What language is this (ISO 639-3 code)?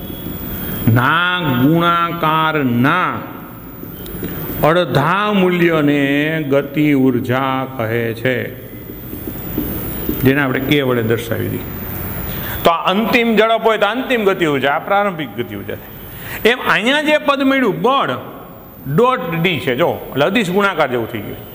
guj